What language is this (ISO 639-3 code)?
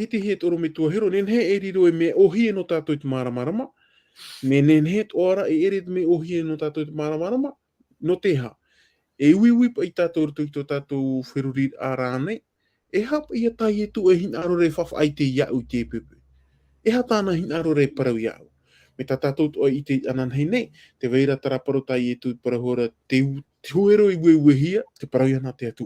tah